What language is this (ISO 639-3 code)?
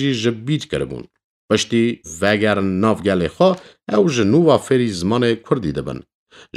kur